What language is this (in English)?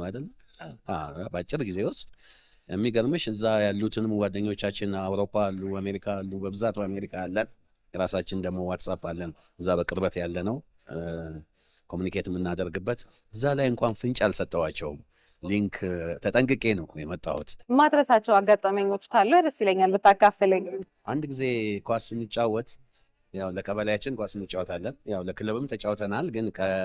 Amharic